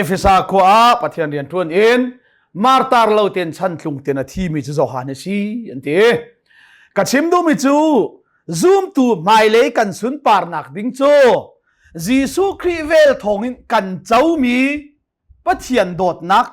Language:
Hakha Chin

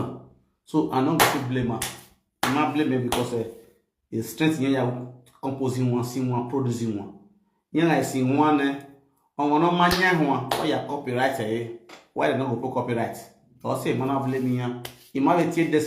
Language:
Nigerian Pidgin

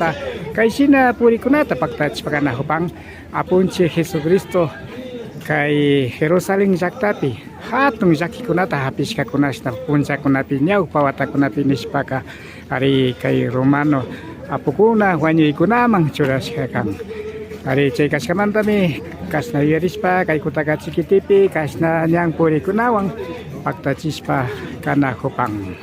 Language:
Imbabura Highland Quichua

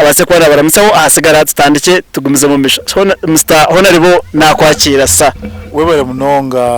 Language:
Nyankole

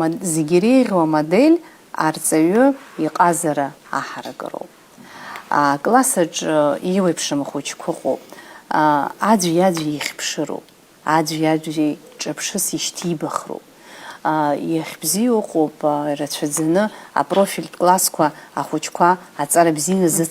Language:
Abkhazian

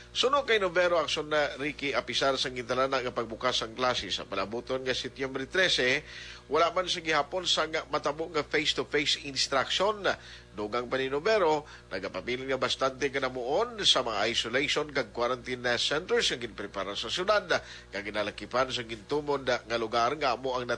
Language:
Hiligaynon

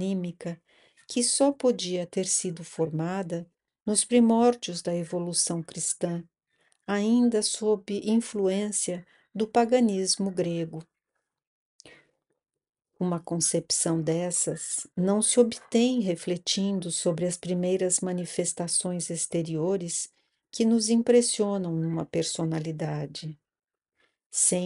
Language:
Portuguese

